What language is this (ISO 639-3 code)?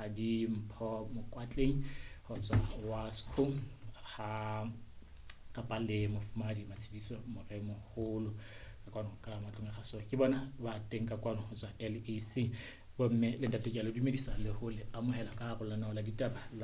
sot